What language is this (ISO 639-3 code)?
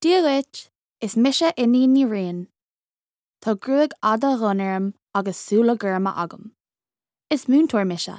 gle